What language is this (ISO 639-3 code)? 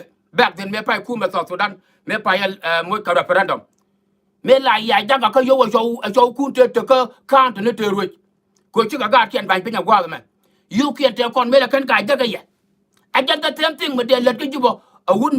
nus